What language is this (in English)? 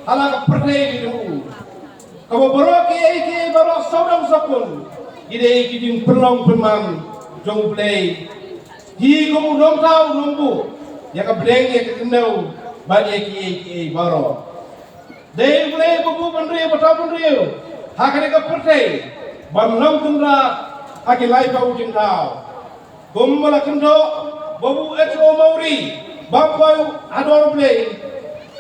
Khasi